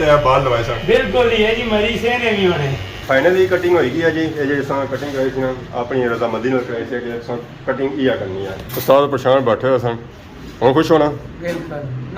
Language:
Pahari-Potwari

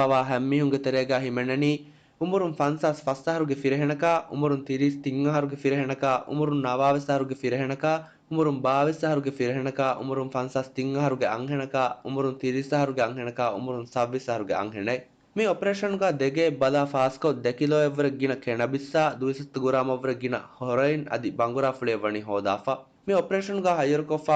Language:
Divehi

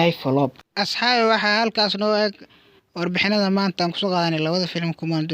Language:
Somali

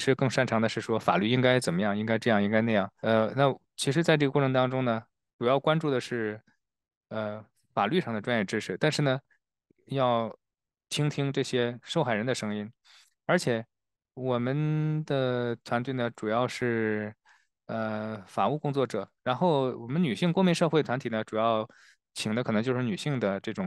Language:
Chinese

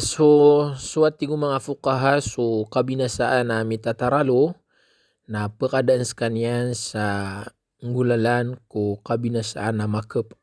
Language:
Maranao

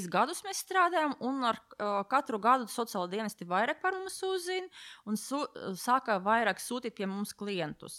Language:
Latvian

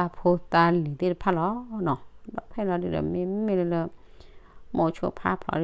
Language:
S'gaw Karen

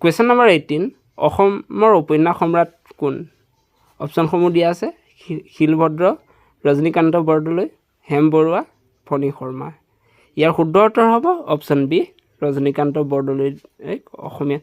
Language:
Assamese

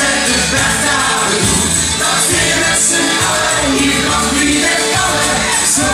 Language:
Limburgish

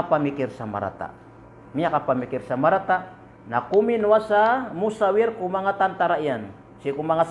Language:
Maranao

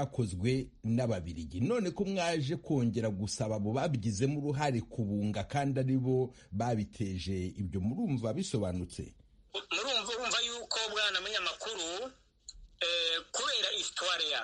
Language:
Kinyarwanda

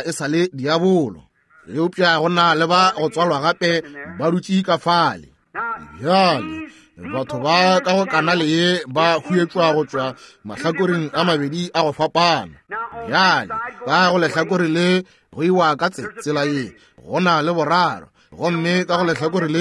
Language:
Northern Sotho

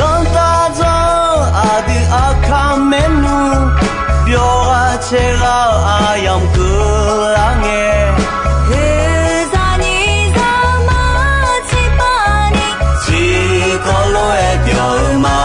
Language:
Akha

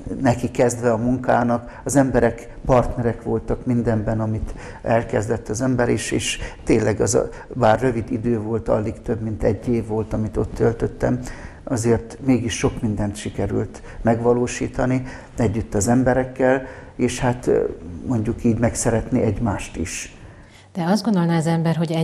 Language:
Hungarian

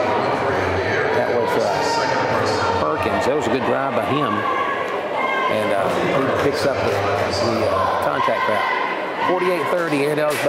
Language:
English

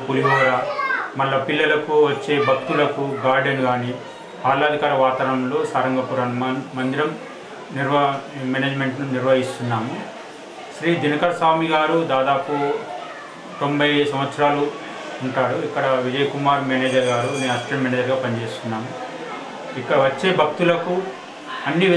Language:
Telugu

